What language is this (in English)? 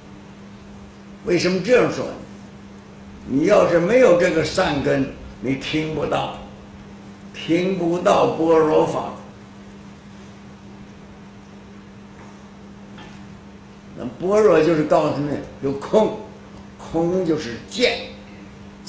Chinese